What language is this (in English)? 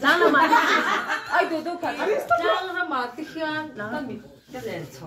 Mizo